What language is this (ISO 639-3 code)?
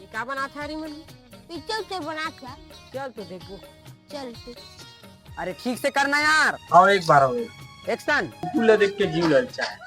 hne